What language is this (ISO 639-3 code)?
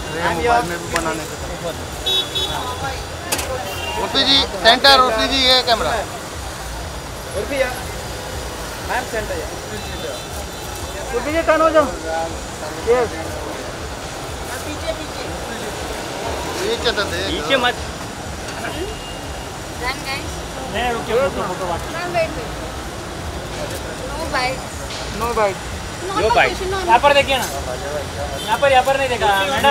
hin